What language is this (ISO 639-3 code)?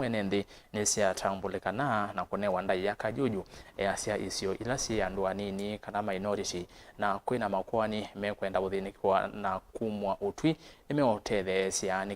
kam